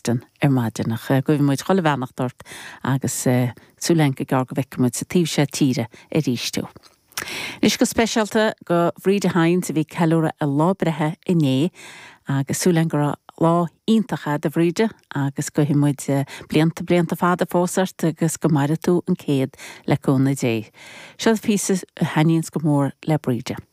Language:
Irish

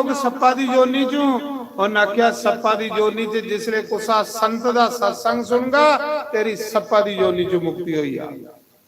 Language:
Dogri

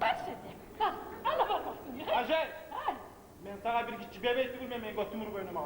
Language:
Kumyk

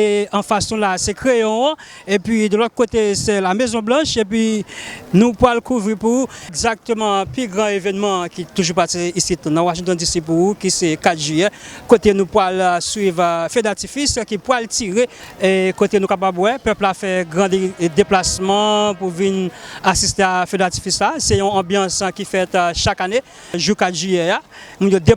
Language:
Haitian Creole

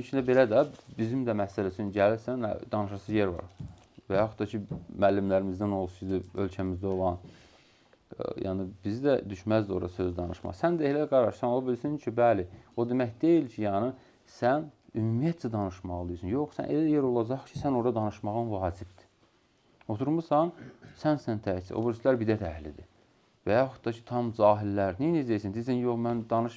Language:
Azerbaijani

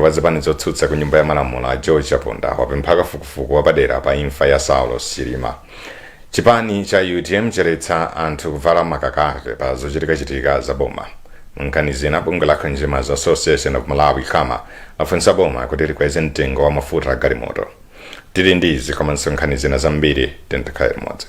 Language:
Nyanja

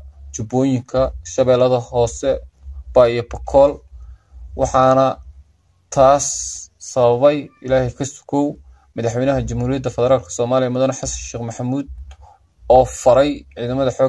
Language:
Somali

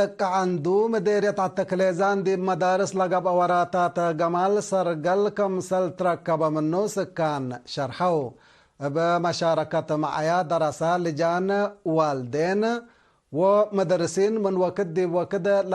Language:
Tigre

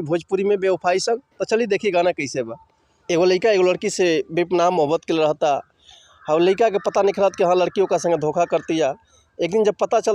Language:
Bhojpuri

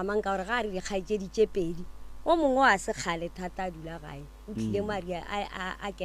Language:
Northern Sotho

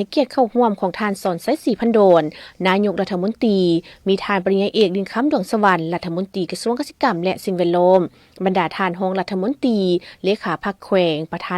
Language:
Lao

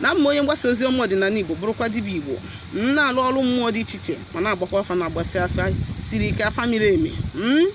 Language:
Igbo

